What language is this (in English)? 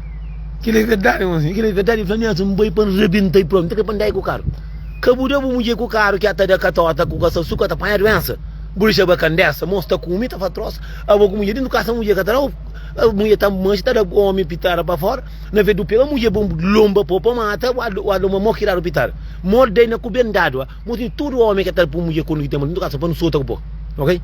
Kabuverdianu